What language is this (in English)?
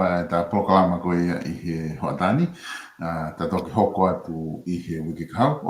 Tongan